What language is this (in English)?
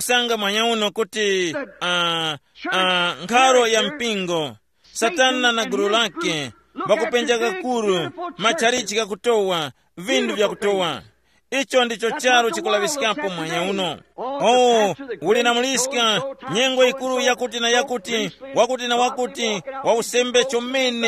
Tumbuka